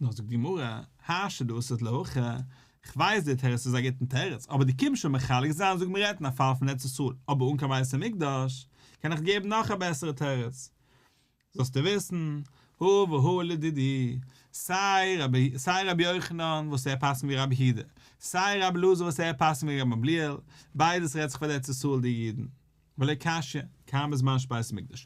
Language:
Yiddish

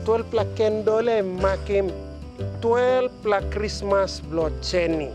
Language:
Tok Pisin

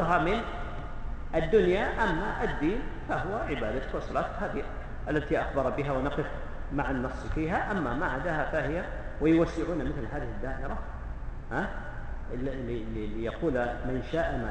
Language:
Arabic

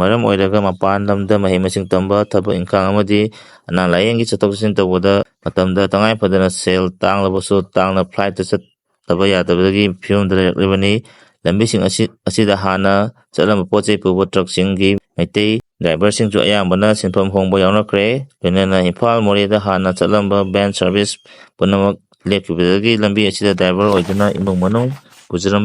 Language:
Manipuri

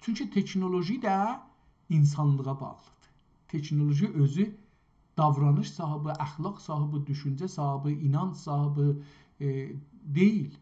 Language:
South Azerbaijani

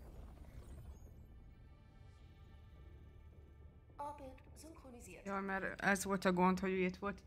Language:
Hungarian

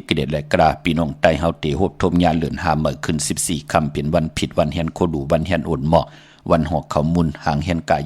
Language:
Shan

